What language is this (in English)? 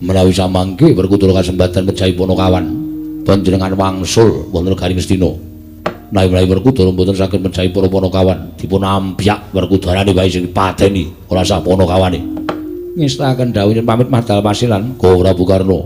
Javanese